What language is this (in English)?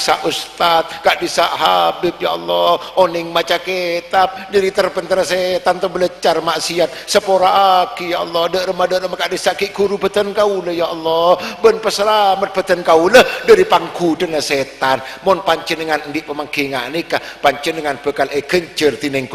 Madurese